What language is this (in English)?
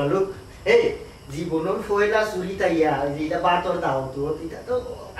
Sylheti